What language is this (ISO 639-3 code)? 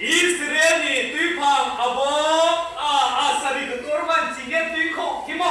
ria